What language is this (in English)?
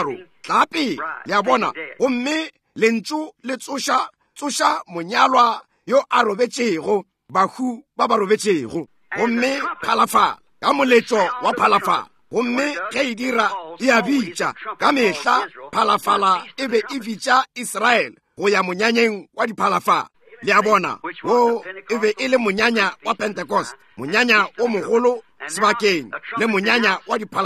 Northern Sotho